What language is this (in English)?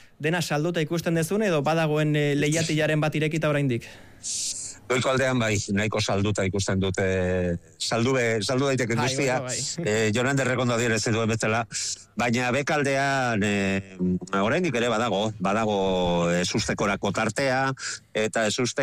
Basque